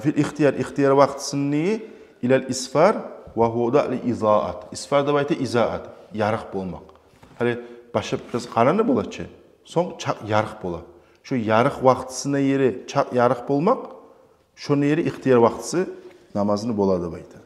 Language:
Kumyk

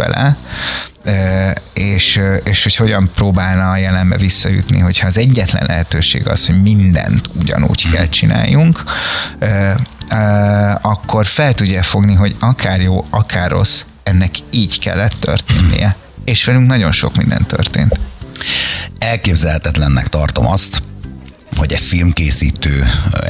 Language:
Hungarian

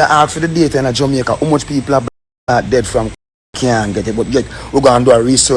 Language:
Jamaican Creole English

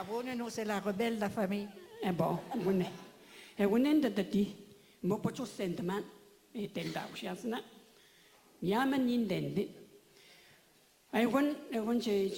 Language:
French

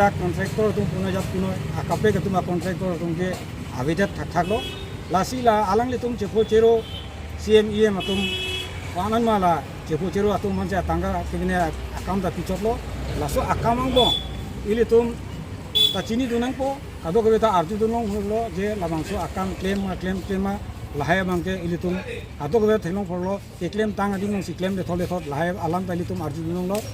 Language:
Karbi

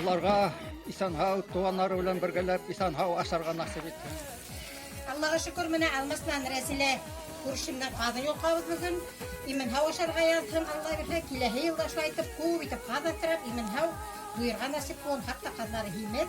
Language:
Bashkir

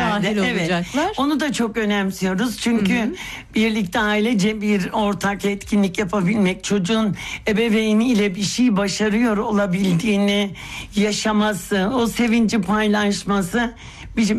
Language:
Turkish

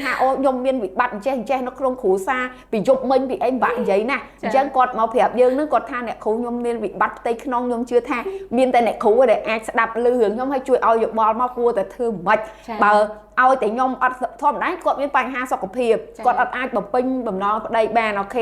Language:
Khmer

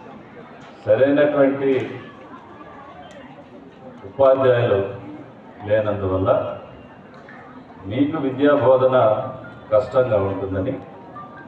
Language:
Telugu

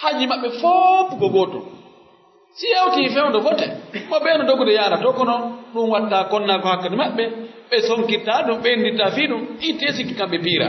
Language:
Pular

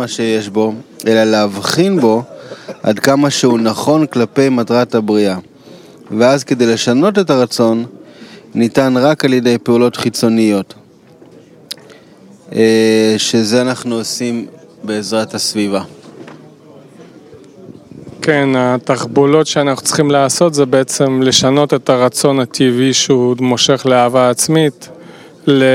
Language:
Hebrew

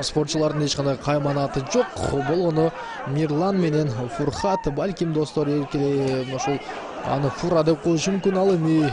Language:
Kyrgyz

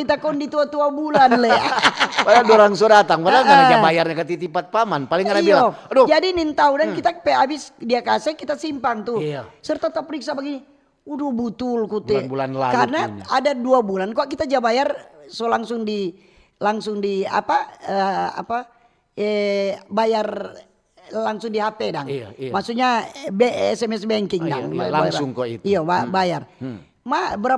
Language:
Manado Malay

